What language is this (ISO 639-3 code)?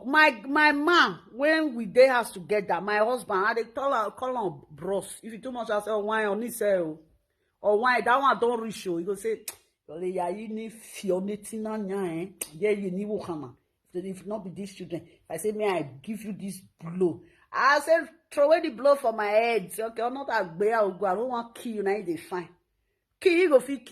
pcm